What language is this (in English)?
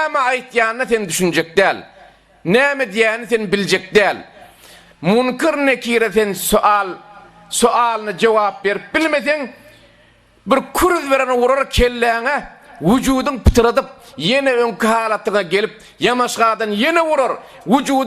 Turkmen